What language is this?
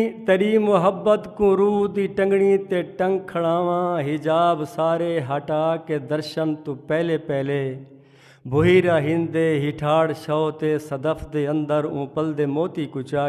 Saraiki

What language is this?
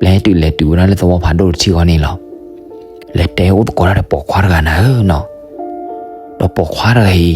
S'gaw Karen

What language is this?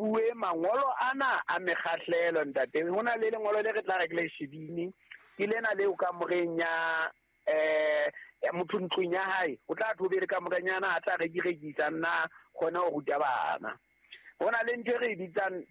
Southern Sotho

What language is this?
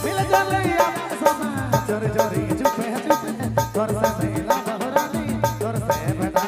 Sadri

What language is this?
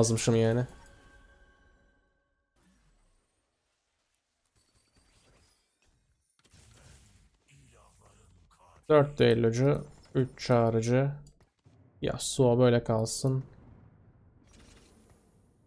Turkish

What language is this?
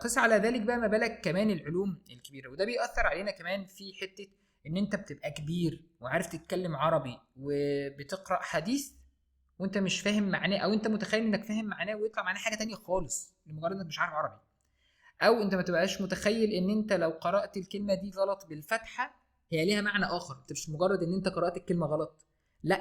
Egyptian Arabic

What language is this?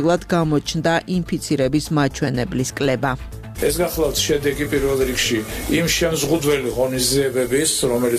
Georgian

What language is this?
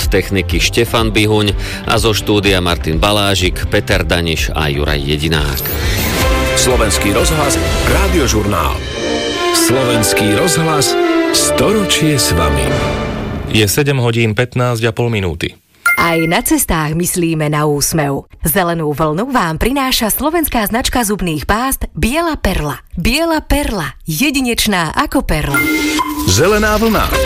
Slovak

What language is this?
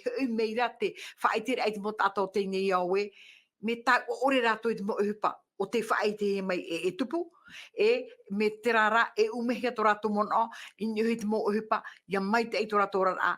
Tahitian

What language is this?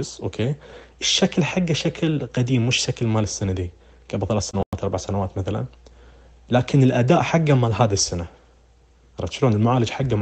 Najdi Arabic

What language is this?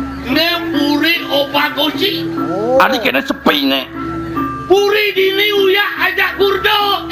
Balinese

